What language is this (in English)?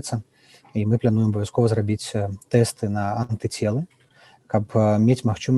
Belarusian